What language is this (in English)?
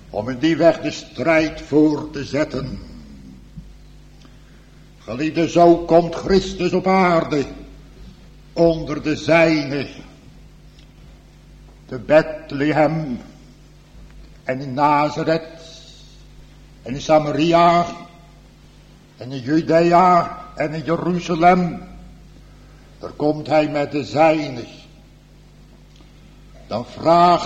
Dutch